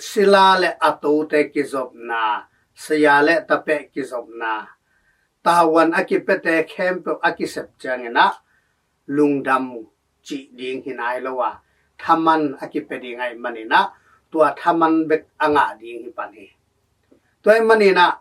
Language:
Tedim Chin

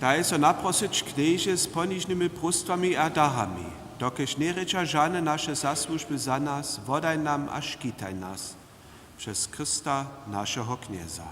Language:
Upper Sorbian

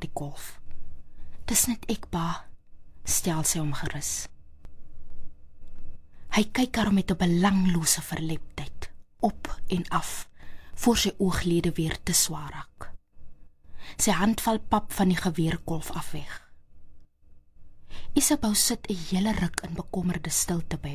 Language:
Afrikaans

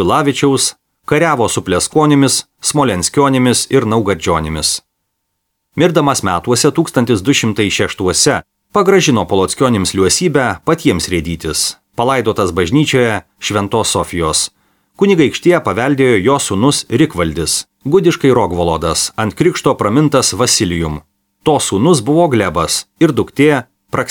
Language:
Lithuanian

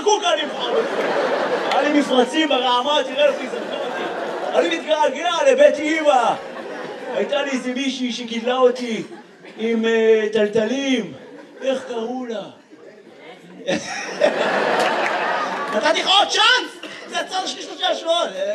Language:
Hebrew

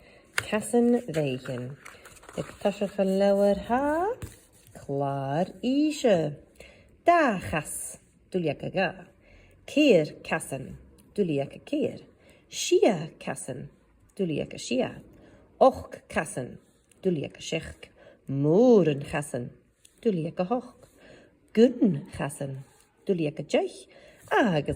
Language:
Scottish Gaelic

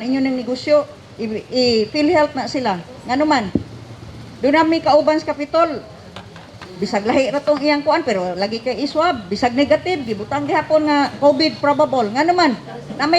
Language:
Cebuano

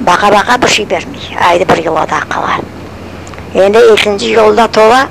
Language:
Crimean Tatar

